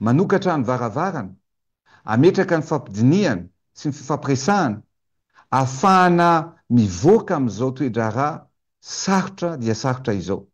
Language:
Malagasy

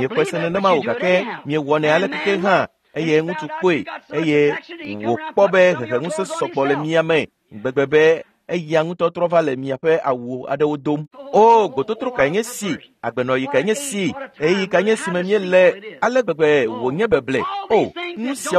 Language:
Ewe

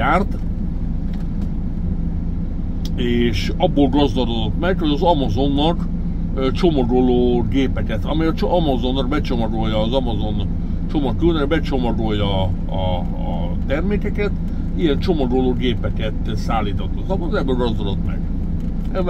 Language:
Hungarian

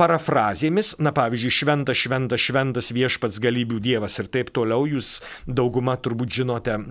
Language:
Lithuanian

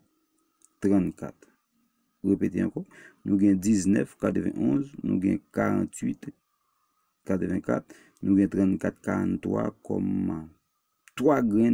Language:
Haitian Creole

